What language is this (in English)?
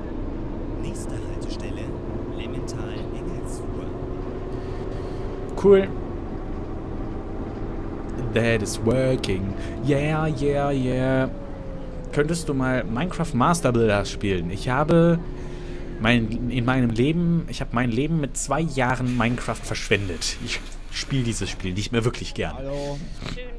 German